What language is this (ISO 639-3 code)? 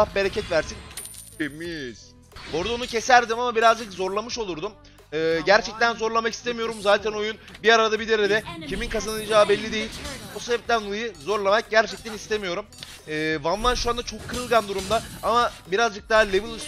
tur